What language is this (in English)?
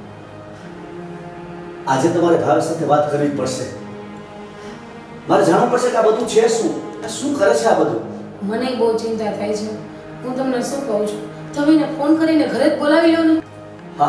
Gujarati